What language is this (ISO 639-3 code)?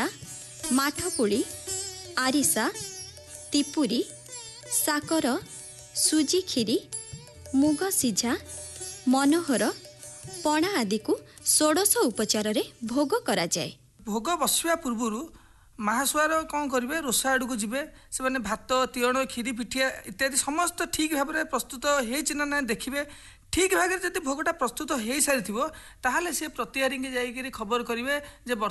ori